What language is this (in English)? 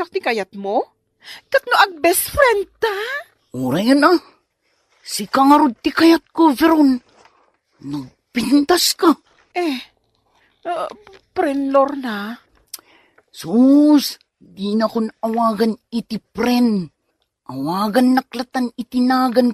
Iloko